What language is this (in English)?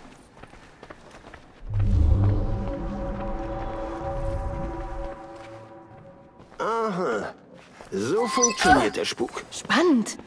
German